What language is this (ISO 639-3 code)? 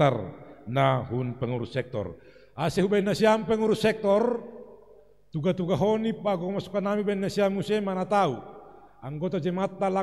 bts